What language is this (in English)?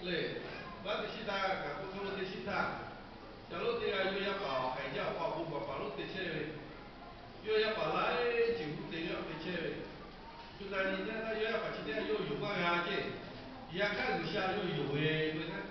Lahu